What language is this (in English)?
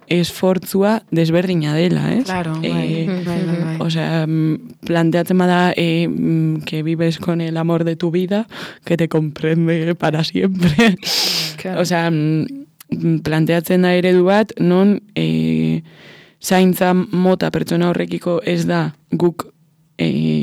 Basque